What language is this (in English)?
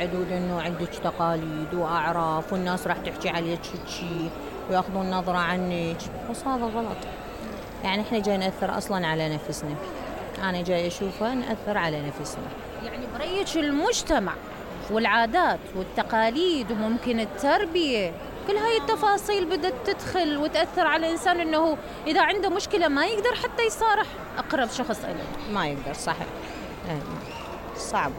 Mesopotamian Arabic